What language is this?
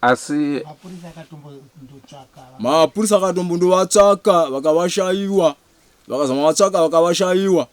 Shona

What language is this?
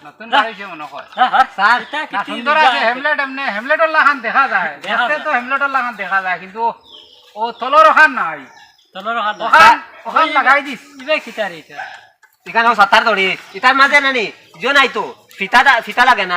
Sylheti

